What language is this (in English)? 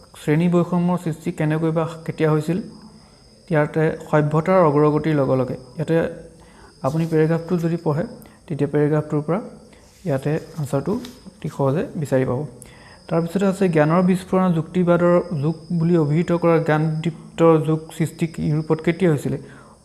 Assamese